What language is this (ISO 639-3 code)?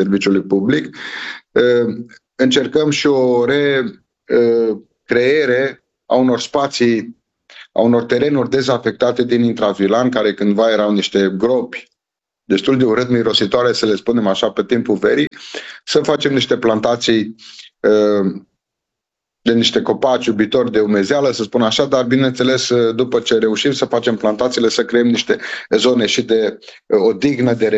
ron